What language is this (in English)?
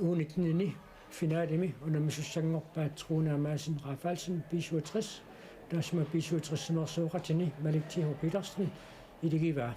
Kalaallisut